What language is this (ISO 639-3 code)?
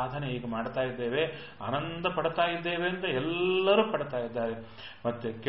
kan